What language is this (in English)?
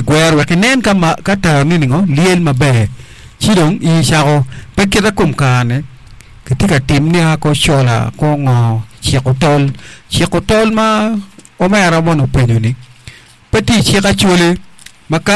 Acoli